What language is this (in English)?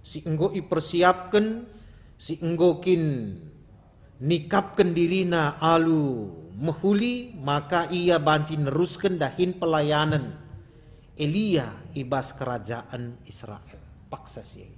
Batak Karo